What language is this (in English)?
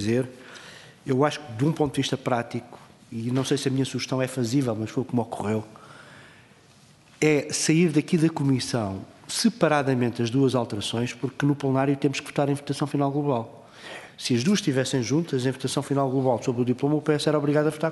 Portuguese